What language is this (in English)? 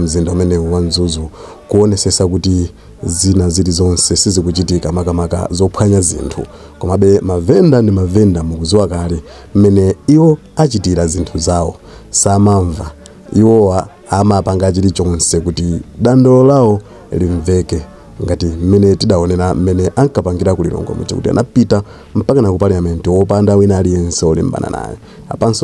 Nyanja